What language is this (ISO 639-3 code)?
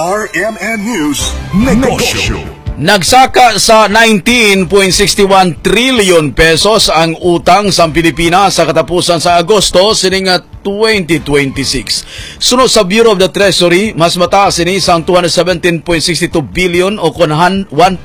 hil